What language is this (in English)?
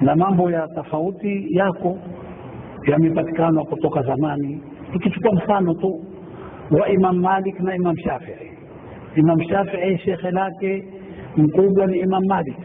Swahili